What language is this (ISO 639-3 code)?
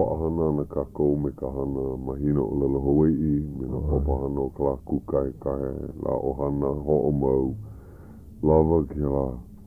haw